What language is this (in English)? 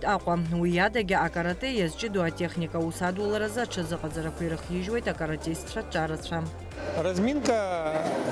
Abkhazian